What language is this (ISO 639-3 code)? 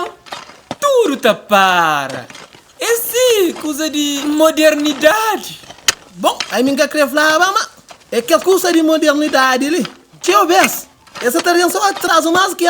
kea